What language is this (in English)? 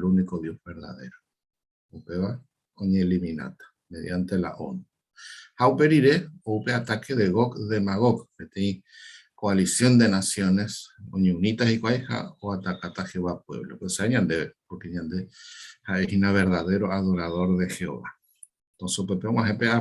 Guarani